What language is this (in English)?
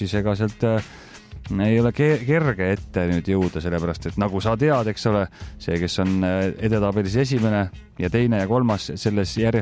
Estonian